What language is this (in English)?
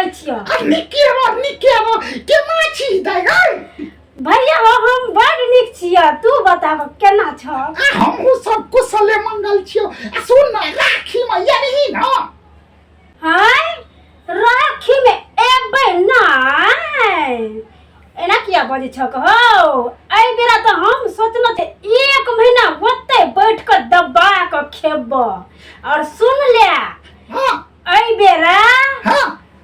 Maithili